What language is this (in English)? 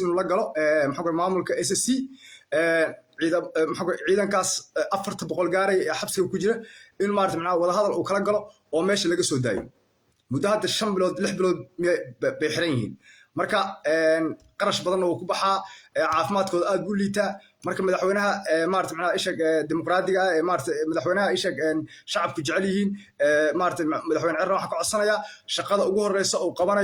Somali